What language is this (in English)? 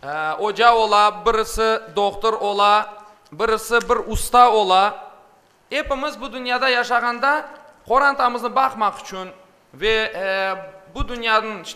Crimean Tatar